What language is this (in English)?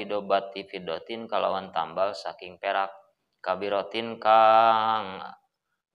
Sundanese